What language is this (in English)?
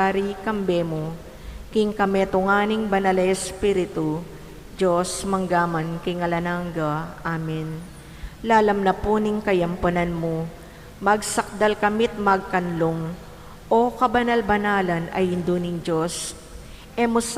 Pampanga